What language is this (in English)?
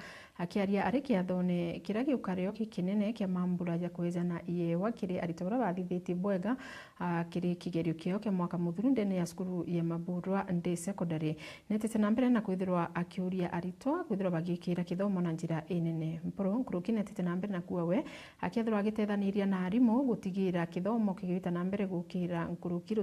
Meru